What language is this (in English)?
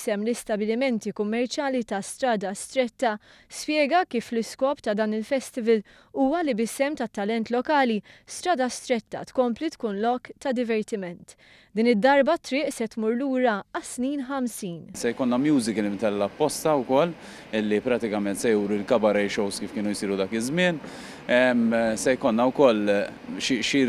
Maltese